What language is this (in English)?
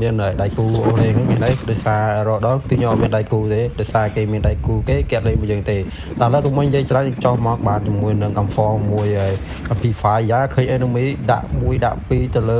Khmer